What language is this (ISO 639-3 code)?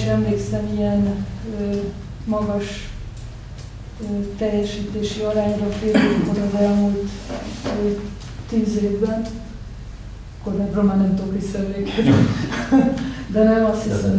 hun